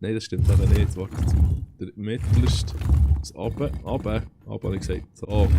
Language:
Swiss German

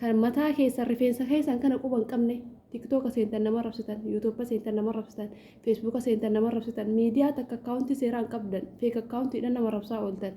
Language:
Oromo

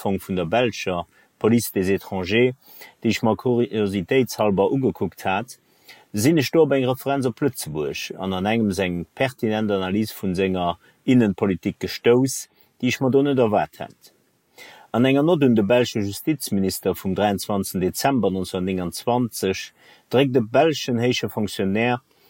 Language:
Luxembourgish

